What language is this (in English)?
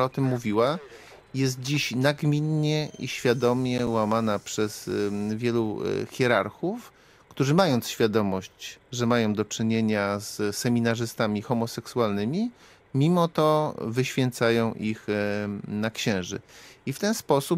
Polish